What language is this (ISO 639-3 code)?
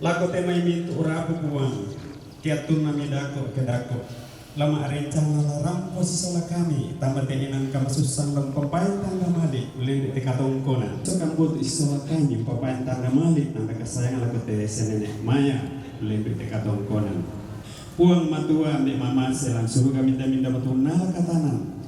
sda